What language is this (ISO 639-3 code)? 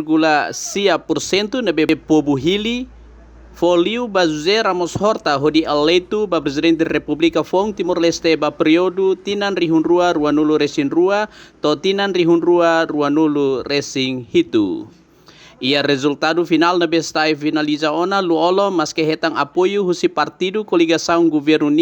tet